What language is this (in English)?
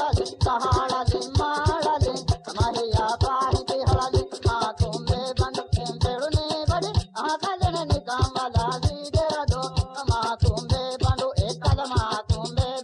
Divehi